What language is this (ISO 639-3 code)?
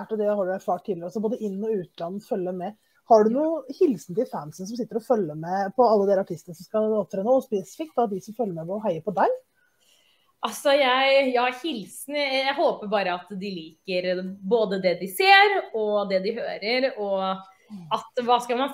nor